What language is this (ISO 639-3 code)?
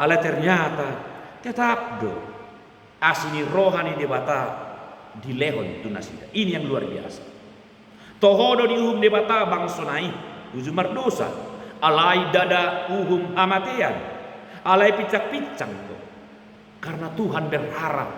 bbc